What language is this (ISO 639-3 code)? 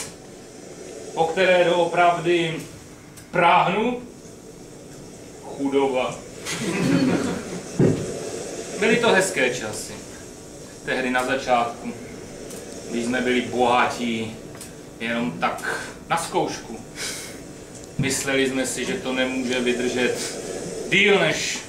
ces